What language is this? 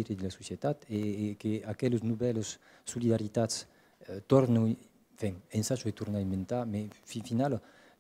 Occitan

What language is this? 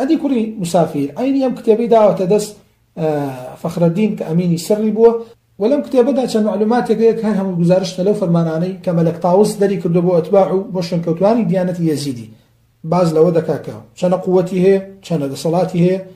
Central Kurdish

